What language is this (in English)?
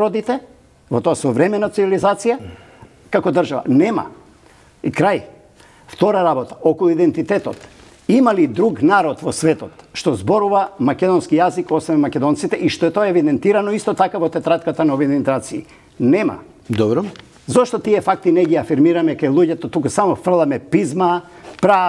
Macedonian